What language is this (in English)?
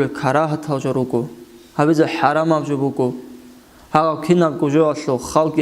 Avaric